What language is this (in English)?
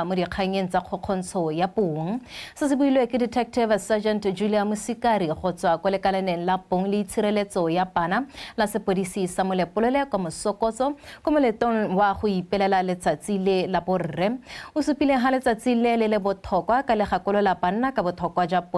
Tswana